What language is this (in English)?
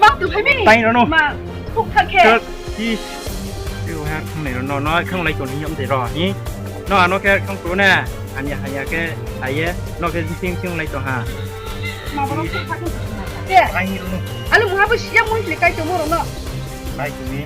Riang (India)